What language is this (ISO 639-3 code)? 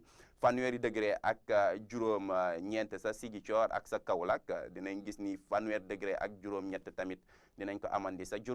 wol